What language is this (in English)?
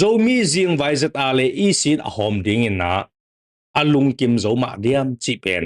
Tedim Chin